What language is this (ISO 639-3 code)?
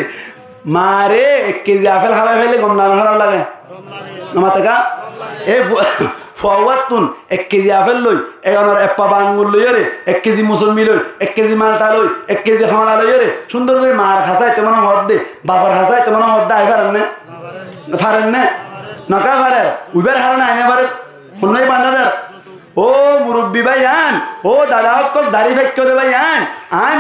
rhg